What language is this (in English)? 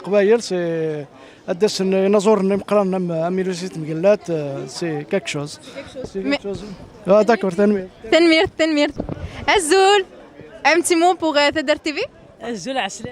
Kabyle